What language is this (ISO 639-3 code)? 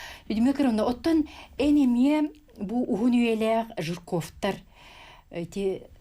sah